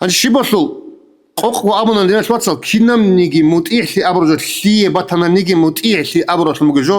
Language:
Avaric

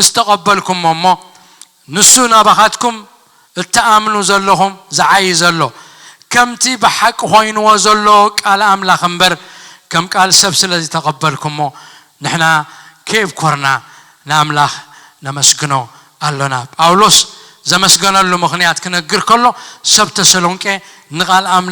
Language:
Tigrinya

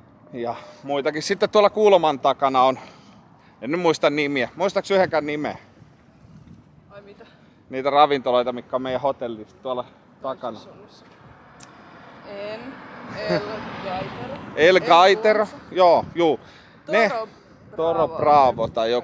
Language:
Finnish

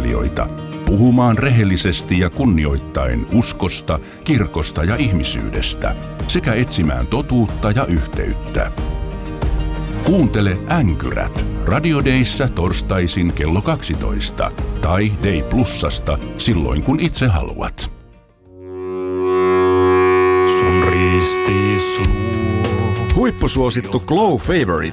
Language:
Finnish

